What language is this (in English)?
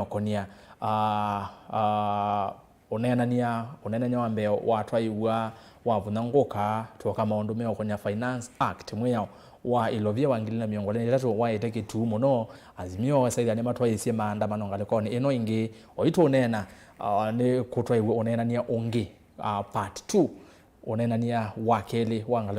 Kamba